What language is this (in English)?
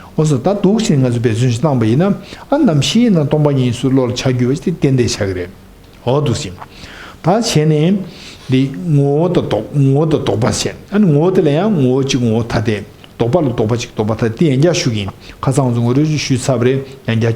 Tibetan